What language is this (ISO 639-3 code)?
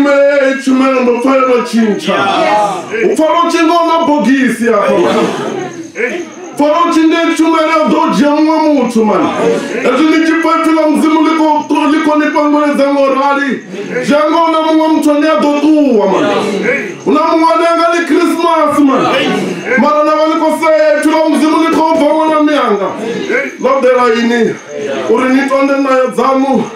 ven